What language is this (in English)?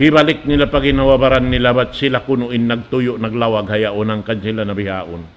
Tausug